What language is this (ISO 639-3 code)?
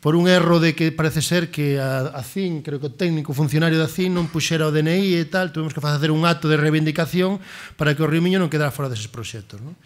glg